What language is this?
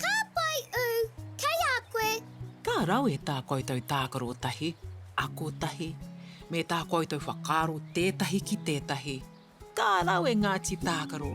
Māori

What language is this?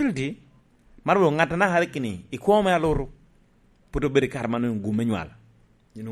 Lango (Uganda)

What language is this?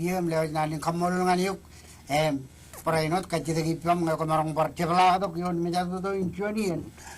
Marshallese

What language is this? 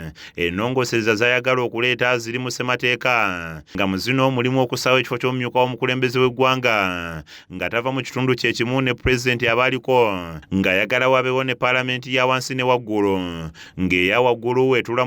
Ganda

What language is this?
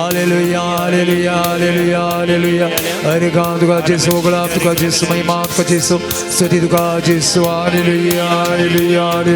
Konkani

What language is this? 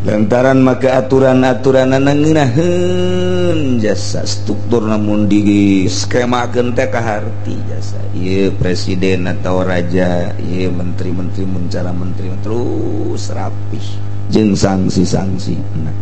Sundanese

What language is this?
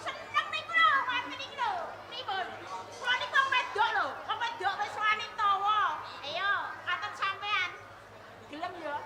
Javanese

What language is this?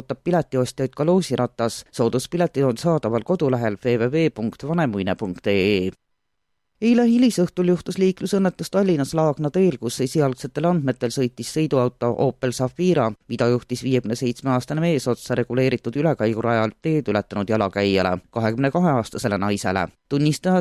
Estonian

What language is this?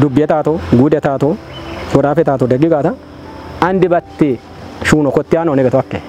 Kafa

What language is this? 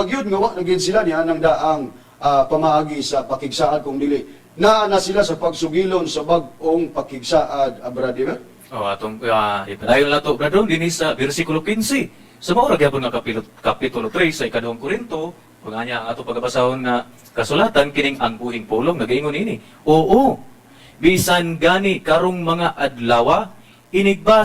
Cebuano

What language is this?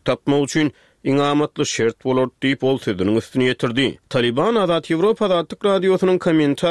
Turkmen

